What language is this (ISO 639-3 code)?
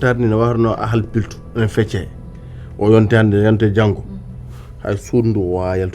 ful